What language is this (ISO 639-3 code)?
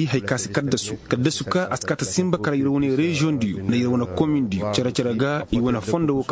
ses